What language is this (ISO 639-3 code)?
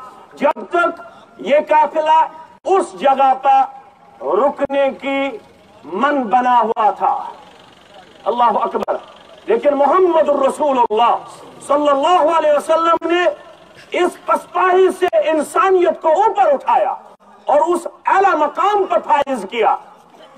urd